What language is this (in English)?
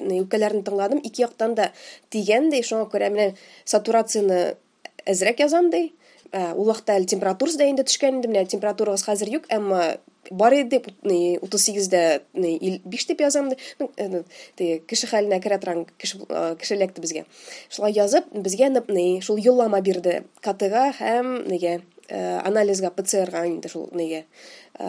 Tatar